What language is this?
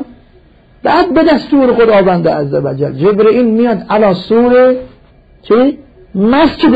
Persian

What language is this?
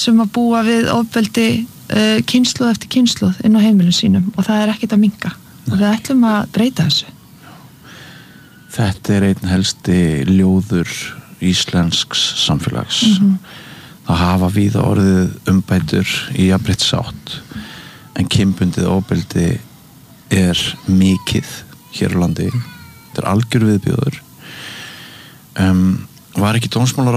Icelandic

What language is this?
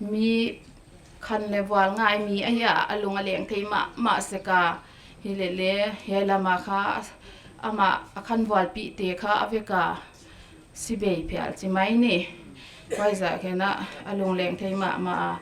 Paite Chin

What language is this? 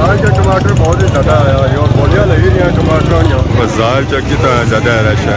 Pahari-Potwari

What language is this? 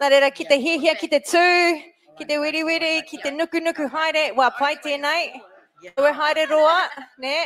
Māori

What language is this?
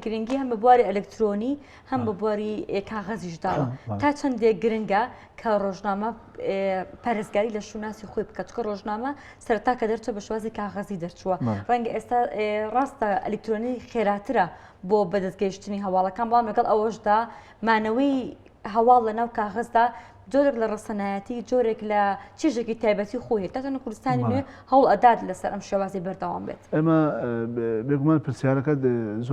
Central Kurdish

